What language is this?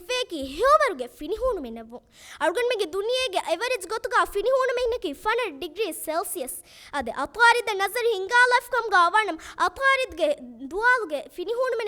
Divehi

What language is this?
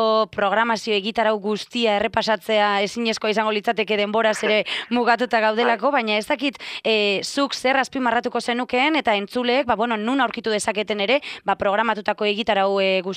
Basque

